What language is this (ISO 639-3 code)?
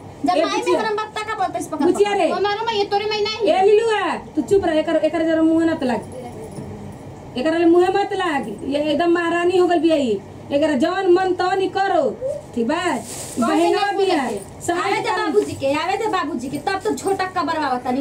bho